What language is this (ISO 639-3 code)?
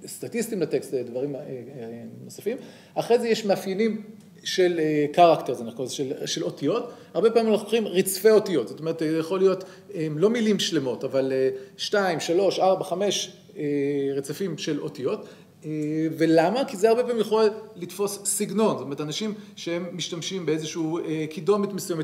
heb